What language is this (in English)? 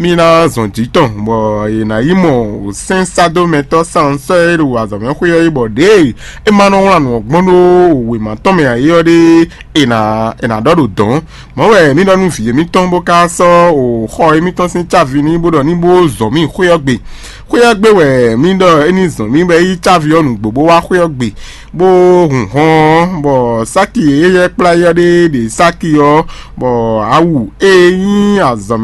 Fon